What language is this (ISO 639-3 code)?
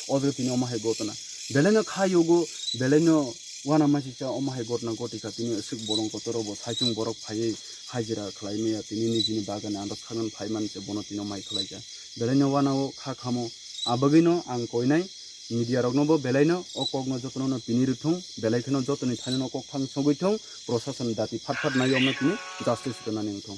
trp